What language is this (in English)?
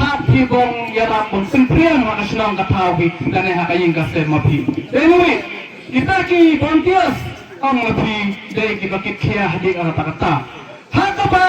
Khasi